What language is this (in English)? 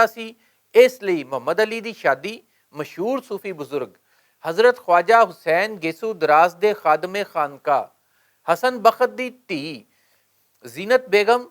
Western Panjabi